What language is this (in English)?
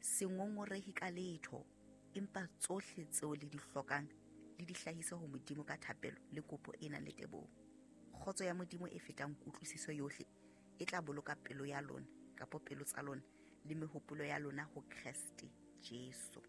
Southern Sotho